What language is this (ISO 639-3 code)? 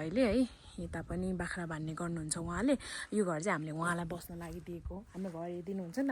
nep